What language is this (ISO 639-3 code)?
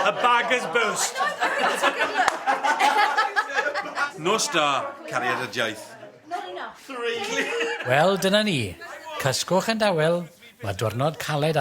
cym